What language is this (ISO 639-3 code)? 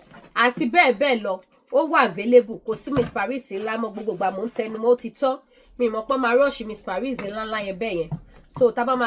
yor